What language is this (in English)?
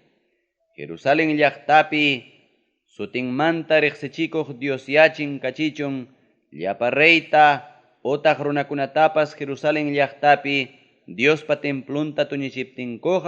Ayacucho Quechua